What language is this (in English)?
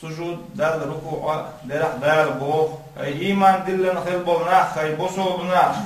Chechen